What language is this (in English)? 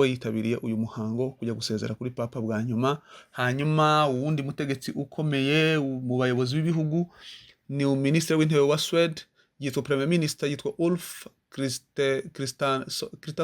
Kinyarwanda